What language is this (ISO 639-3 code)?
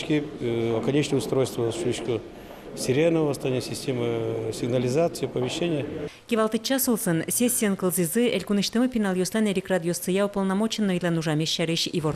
udm